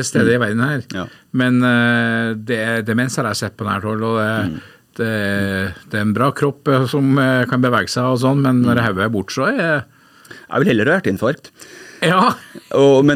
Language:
Norwegian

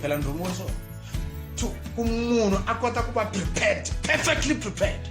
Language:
Tsonga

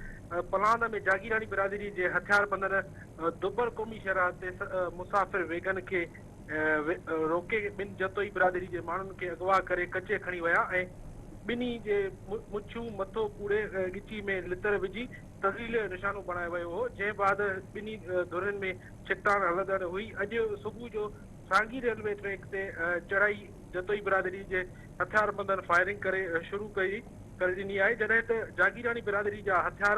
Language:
Sindhi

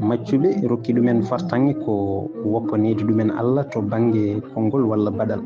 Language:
Fula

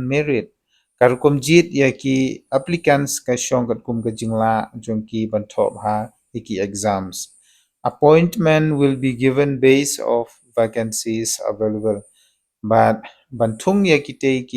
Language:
Khasi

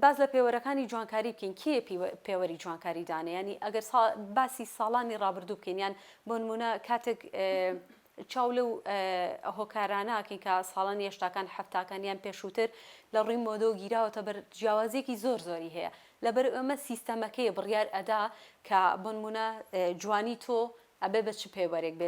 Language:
Central Kurdish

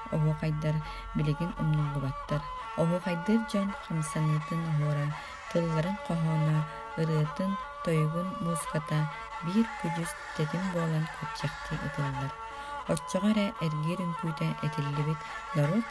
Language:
Yakut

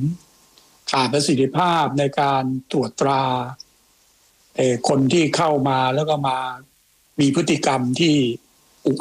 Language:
Thai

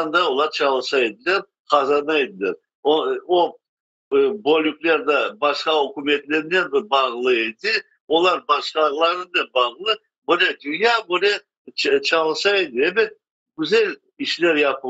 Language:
Crimean Tatar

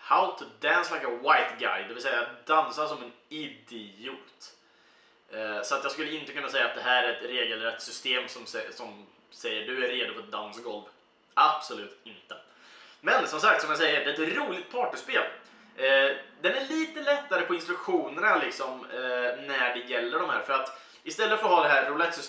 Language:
Swedish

